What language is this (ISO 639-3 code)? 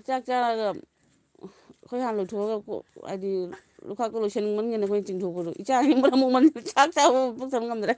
mni